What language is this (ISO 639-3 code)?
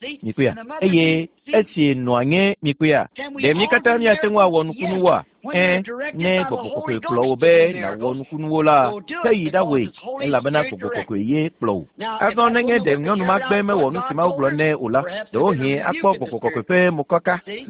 ewe